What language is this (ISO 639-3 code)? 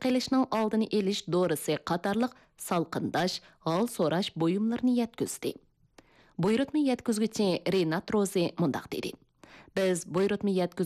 uig